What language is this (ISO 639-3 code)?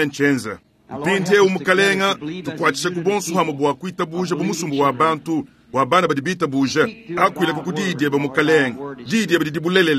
lua